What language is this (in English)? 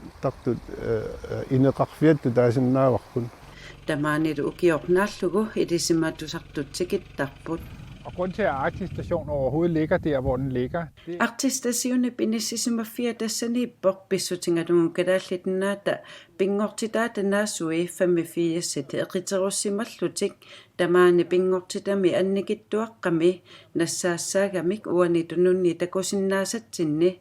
Kalaallisut